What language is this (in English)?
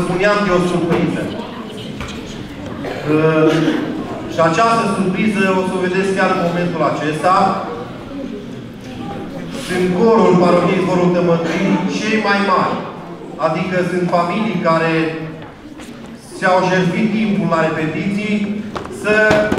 Romanian